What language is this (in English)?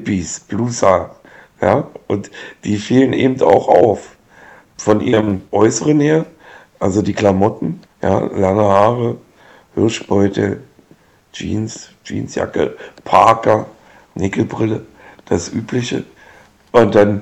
German